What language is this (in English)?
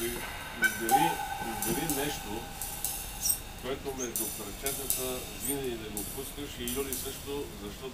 Bulgarian